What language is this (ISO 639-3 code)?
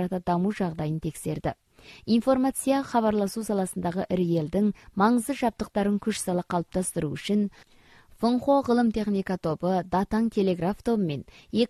kaz